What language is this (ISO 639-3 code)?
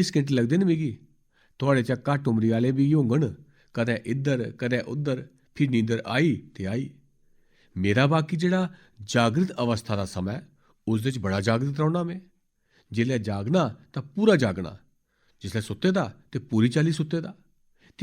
doi